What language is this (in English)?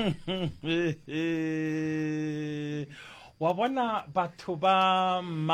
Northern Sotho